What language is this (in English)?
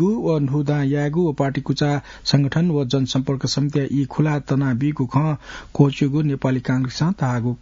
Newari